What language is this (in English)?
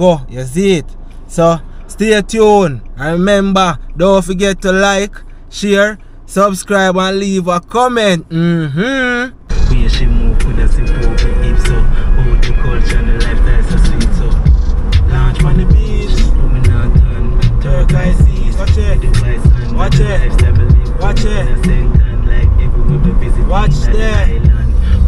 Jamaican Creole English